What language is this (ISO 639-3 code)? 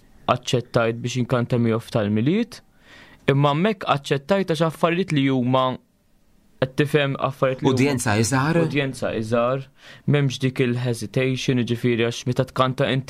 mlt